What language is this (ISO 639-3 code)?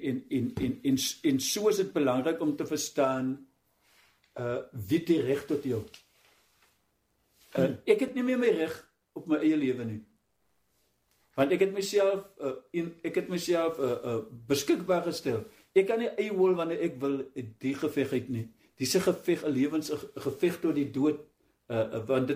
afr